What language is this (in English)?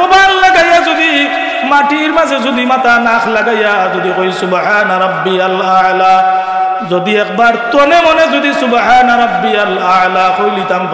Sylheti